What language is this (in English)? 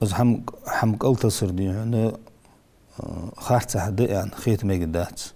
Ingush